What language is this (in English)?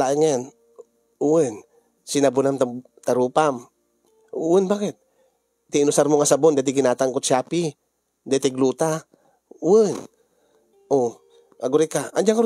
Iloko